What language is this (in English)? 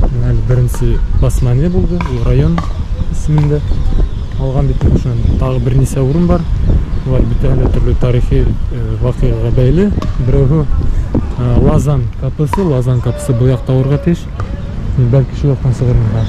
Bashkir